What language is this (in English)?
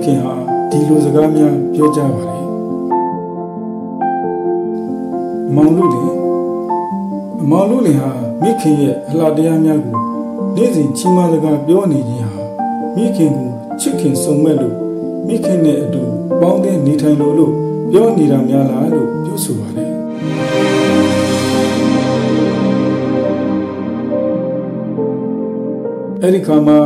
Burmese